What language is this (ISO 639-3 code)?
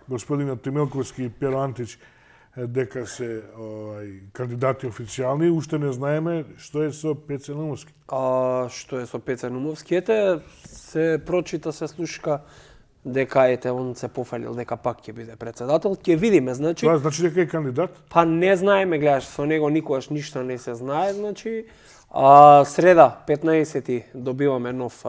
mkd